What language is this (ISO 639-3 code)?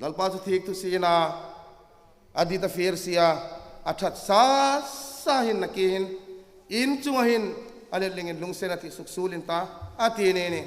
hmr